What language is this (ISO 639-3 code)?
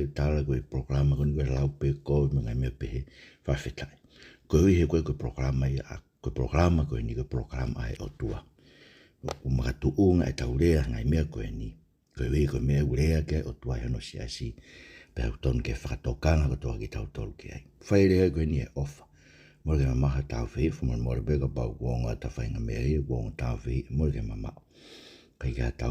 ton